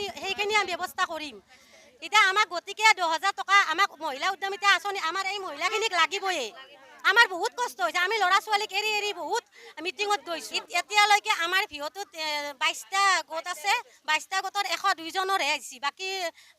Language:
Assamese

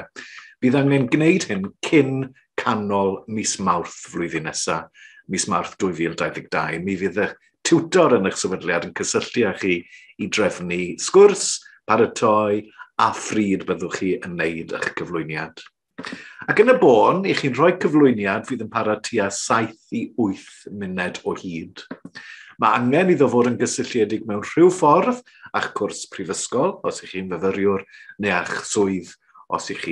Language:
Welsh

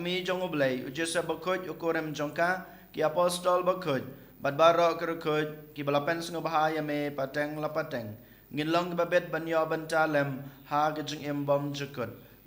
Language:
Khasi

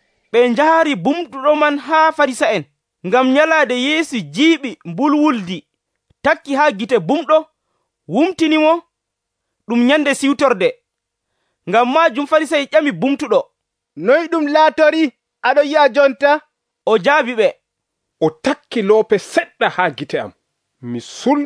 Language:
Nigerian Fulfulde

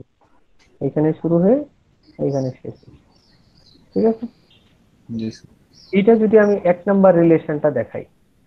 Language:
Bangla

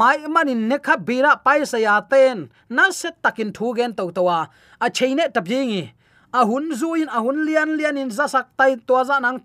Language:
Tedim Chin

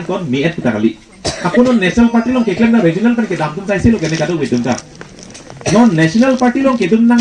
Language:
Karbi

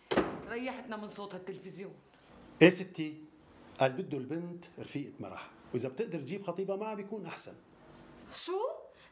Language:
North Levantine Arabic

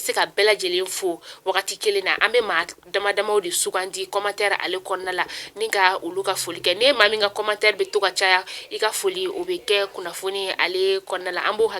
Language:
Bambara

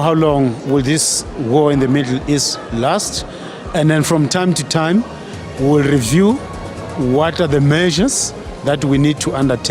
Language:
Northern Sotho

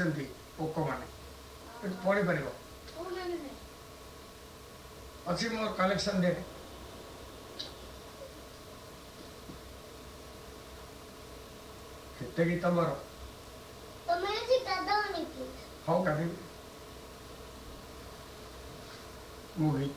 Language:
Odia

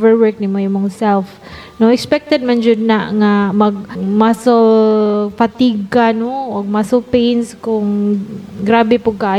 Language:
Cebuano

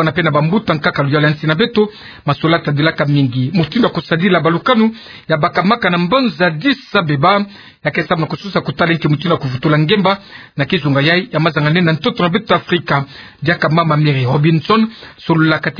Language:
Kituba (Democratic Republic of Congo)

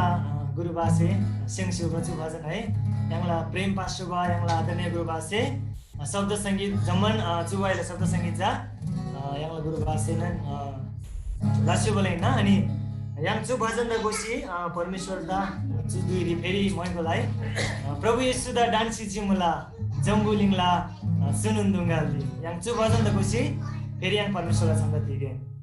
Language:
Eastern Tamang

